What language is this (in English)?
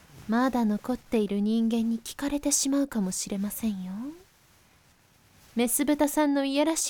Japanese